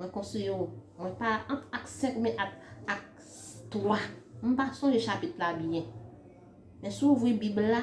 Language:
Haitian Creole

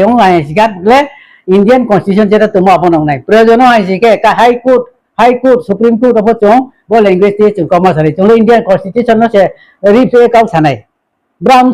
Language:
Riang (India)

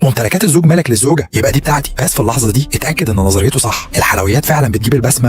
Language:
Egyptian Arabic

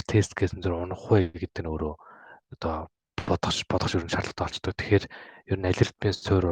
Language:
Mongolian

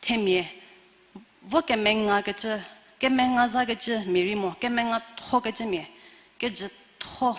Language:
Angami Naga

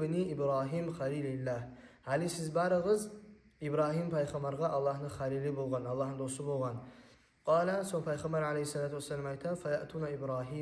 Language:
Kumyk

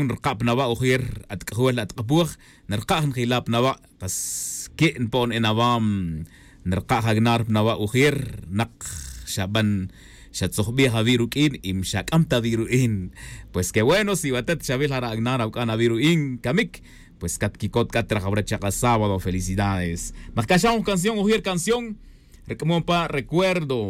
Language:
Tz'utujil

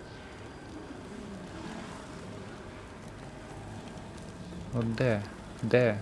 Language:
Ukrainian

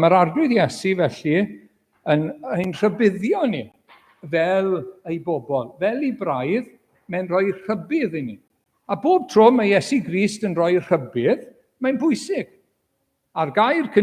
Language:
Welsh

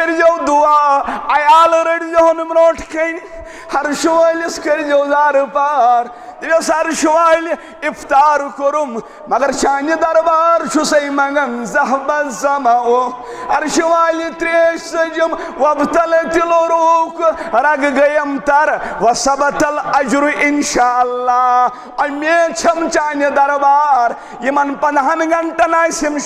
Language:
Kashmiri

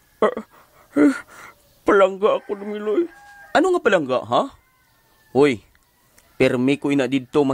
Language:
Hiligaynon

